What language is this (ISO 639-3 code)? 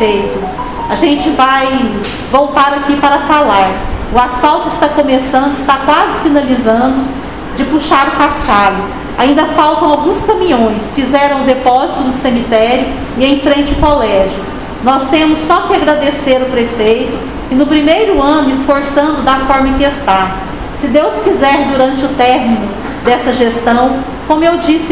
por